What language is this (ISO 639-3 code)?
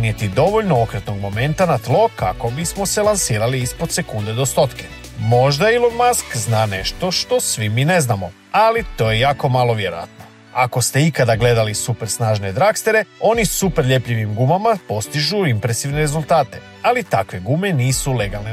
hrv